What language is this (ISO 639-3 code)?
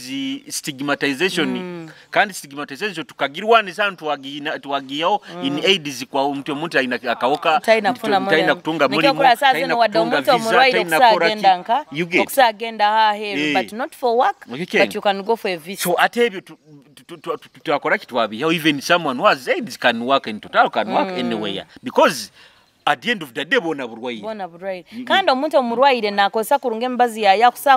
nyo